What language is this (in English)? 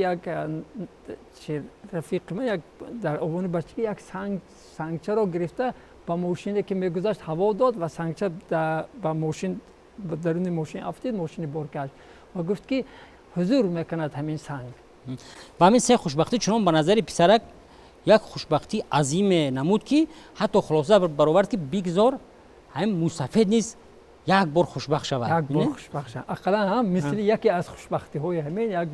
Tajik